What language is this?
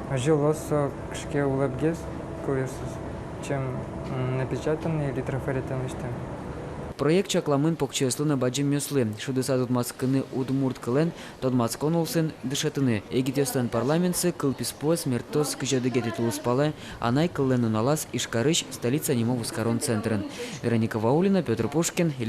Udmurt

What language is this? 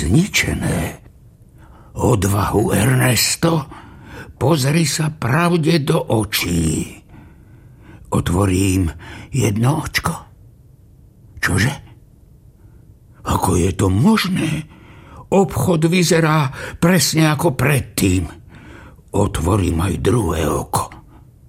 Slovak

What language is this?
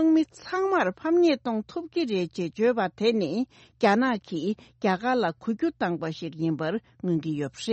Tibetan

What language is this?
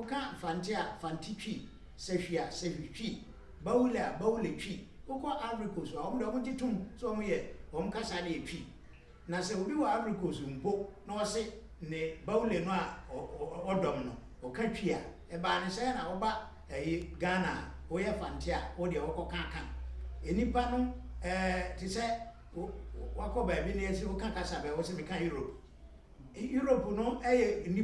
Akan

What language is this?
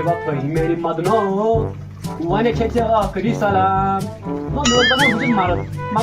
Kashmiri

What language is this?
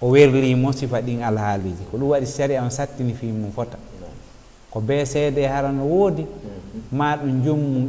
Fula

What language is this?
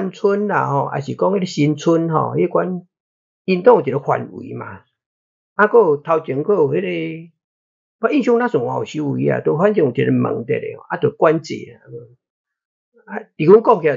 Min Nan Chinese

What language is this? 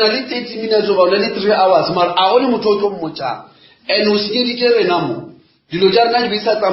Northern Sotho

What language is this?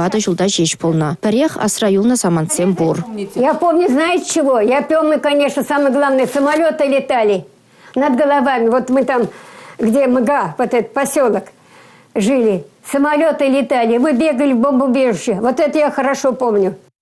Chuvash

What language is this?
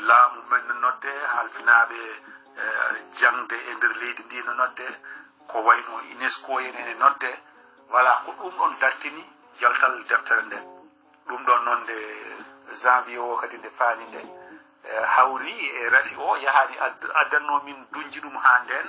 Fula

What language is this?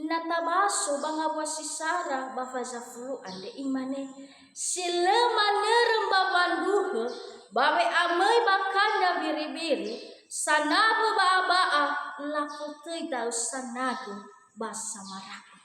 Nias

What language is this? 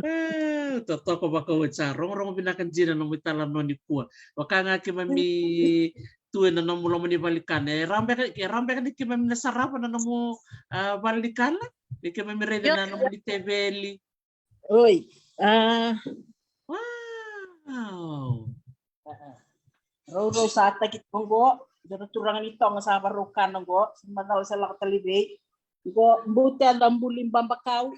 Fijian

